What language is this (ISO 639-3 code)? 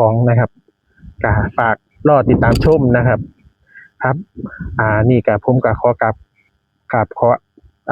tts